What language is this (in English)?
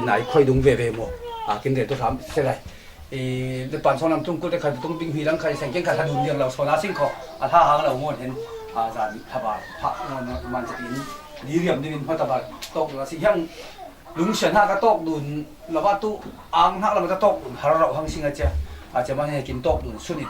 Falam Chin